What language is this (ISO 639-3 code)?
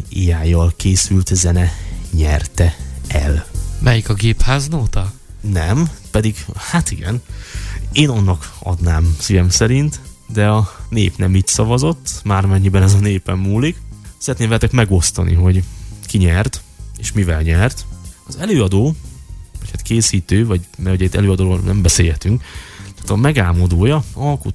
hun